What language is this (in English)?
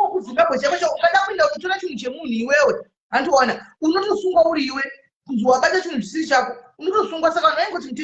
Shona